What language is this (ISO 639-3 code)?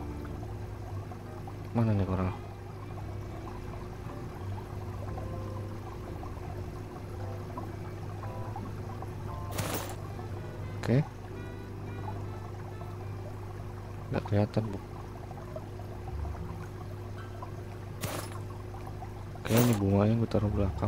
ind